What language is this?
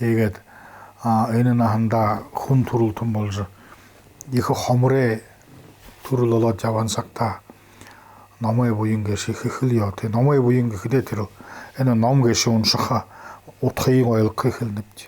Buriat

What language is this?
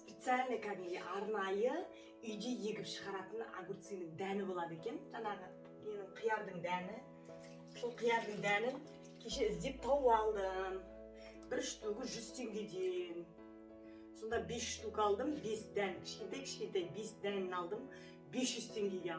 Kazakh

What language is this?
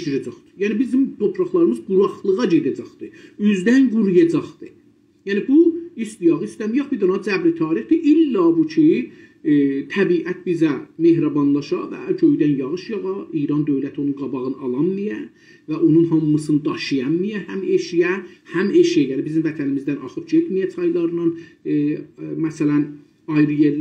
South Azerbaijani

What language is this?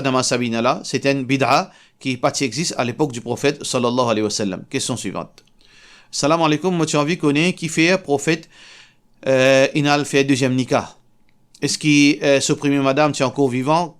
Morisyen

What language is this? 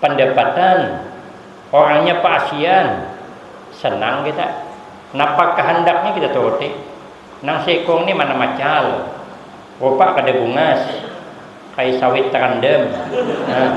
Banjar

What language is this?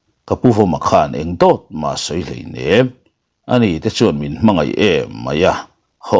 Mizo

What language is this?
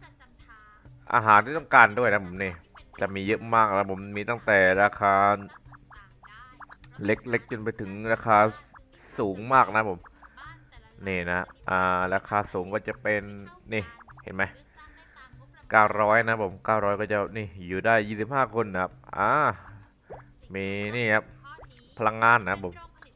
Thai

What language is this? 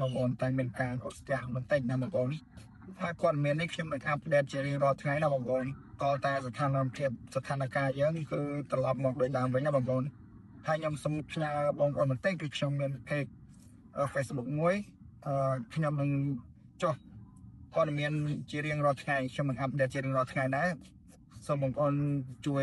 Khmer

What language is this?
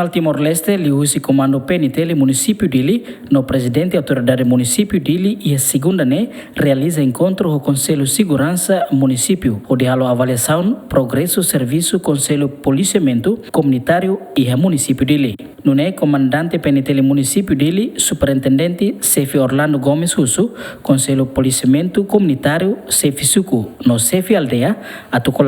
Tetum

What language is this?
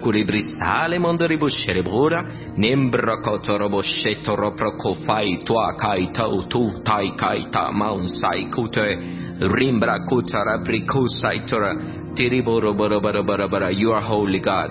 Chinese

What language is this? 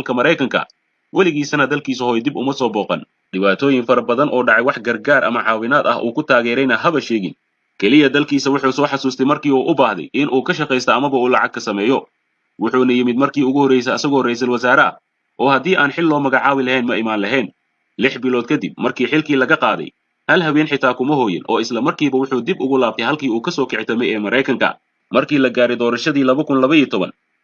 Somali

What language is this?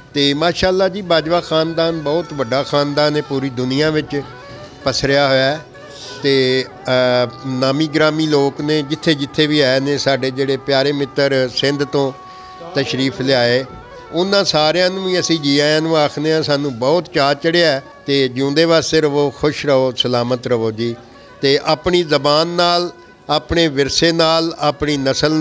Punjabi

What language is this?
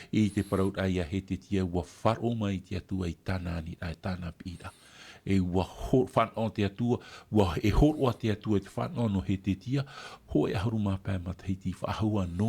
Tahitian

